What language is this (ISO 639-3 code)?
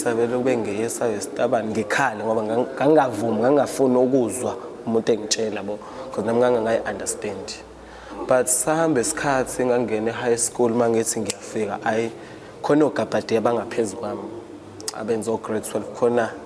zul